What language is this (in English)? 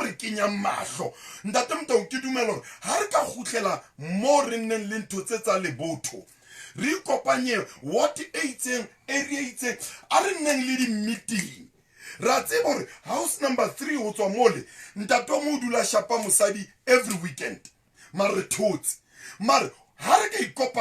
Southern Sotho